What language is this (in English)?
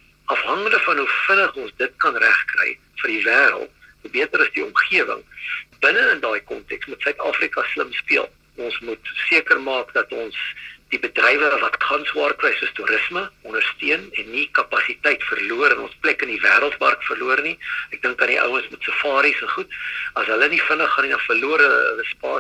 Afrikaans